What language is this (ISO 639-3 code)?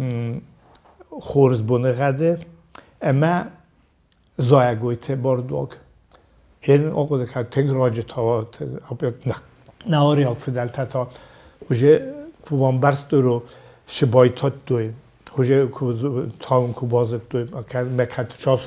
oss